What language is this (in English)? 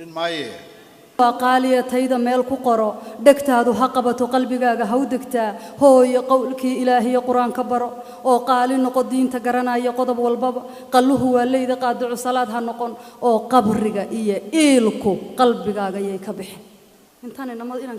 Somali